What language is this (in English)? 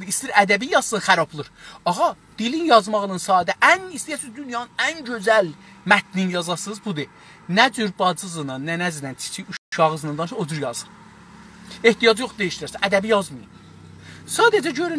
South Azerbaijani